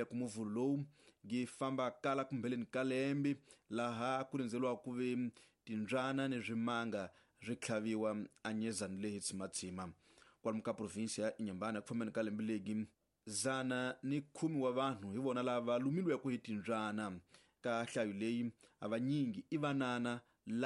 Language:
Tsonga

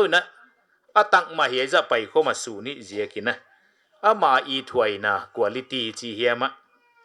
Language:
Paite Chin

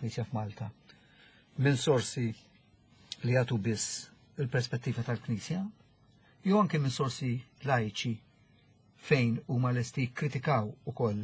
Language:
Maltese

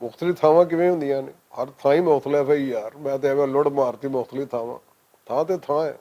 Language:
Western Panjabi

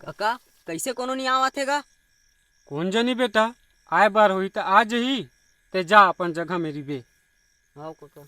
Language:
Chhattisgarhi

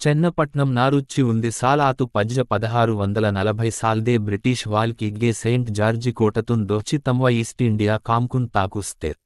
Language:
Gondi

